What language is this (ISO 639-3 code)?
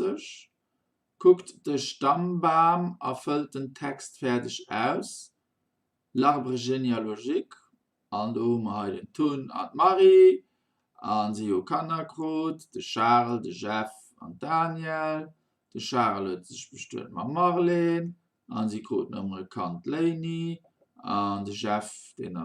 ltz